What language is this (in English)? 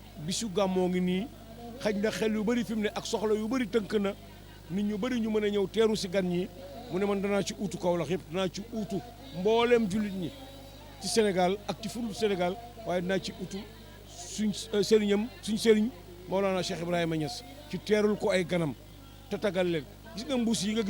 Wolof